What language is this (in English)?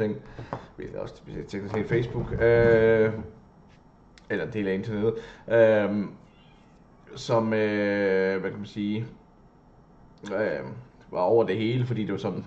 Danish